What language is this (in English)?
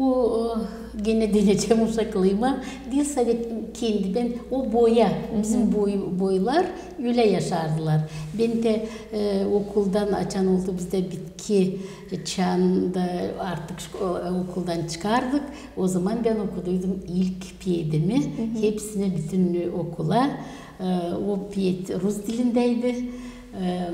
Gagauz